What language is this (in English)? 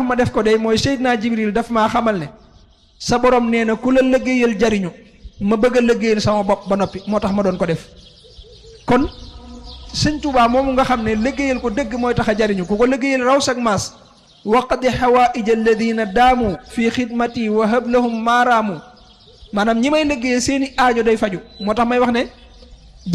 Wolof